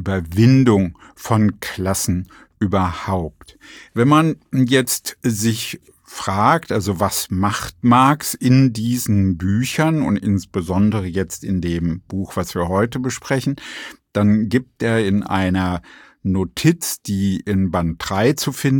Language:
German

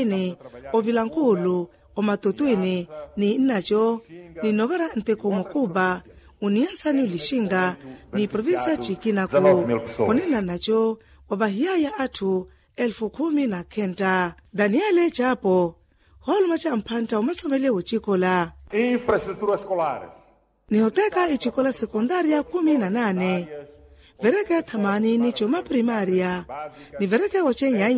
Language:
Makhuwa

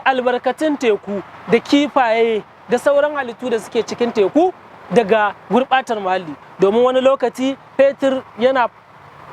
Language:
Hausa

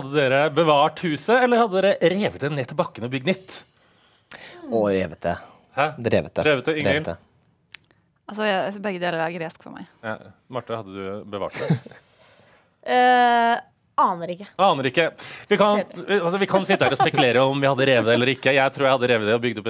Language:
Norwegian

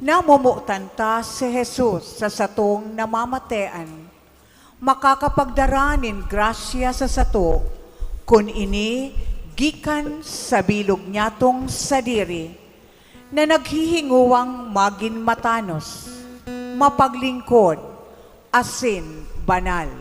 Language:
Bikol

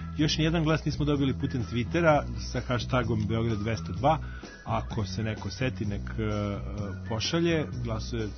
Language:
Serbian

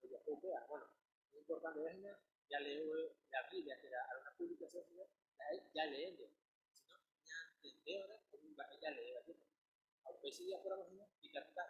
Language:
Guarani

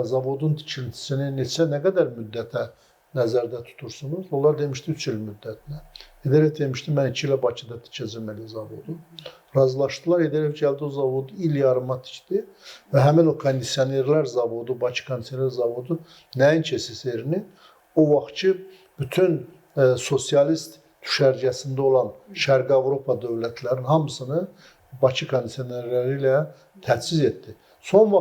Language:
Azerbaijani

